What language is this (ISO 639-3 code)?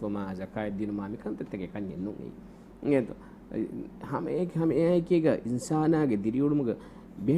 div